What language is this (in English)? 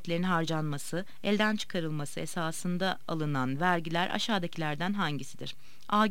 Turkish